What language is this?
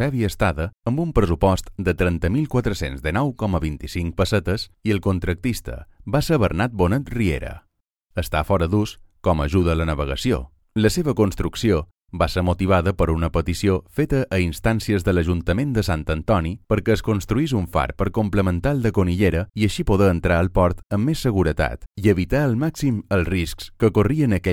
Catalan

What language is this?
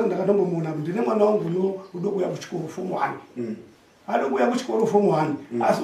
Shona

